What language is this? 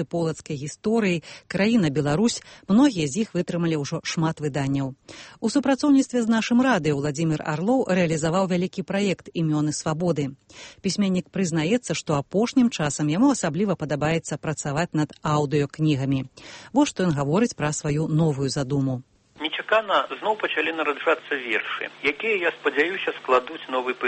Belarusian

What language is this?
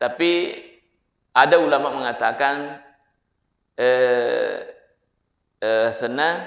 Buginese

